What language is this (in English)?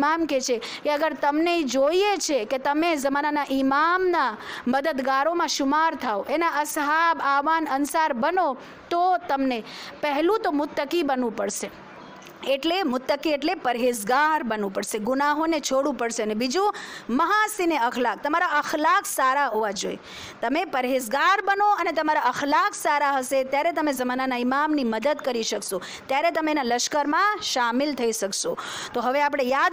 Gujarati